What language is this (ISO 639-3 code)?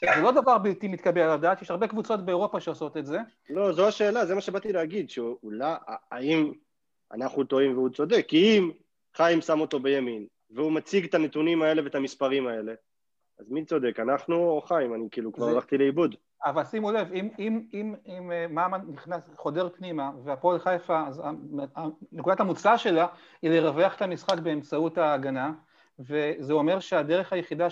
heb